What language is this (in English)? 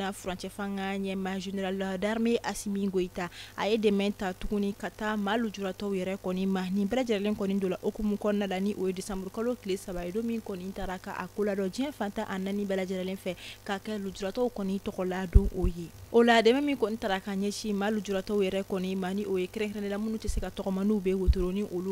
Bambara